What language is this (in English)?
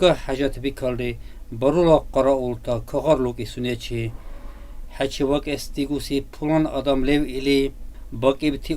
Dargwa